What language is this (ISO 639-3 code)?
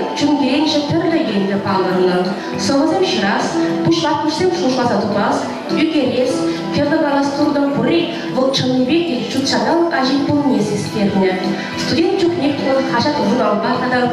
chv